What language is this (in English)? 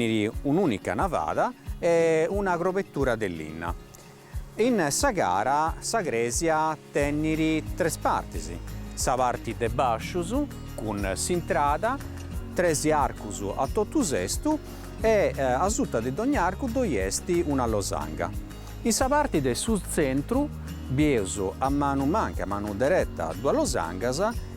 Sardinian